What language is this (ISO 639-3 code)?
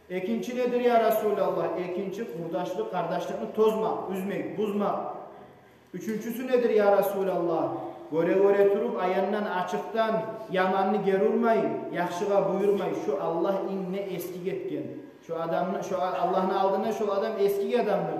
kum